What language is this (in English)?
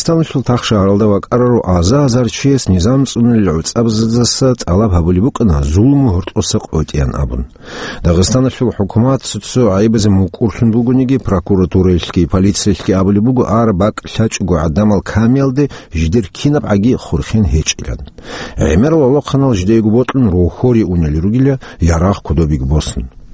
Avaric